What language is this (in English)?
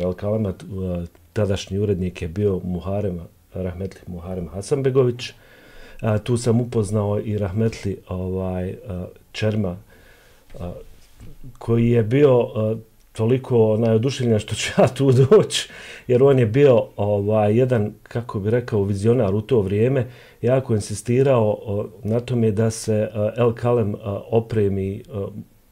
Bosnian